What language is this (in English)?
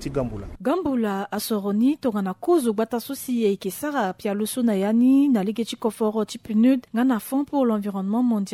Sango